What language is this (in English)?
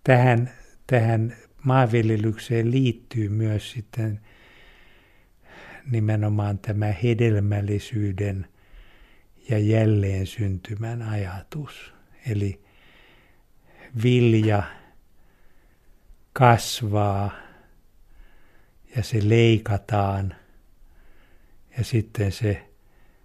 Finnish